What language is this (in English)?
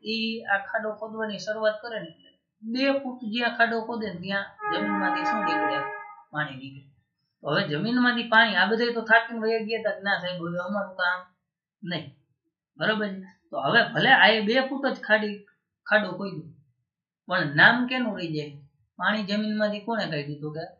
Gujarati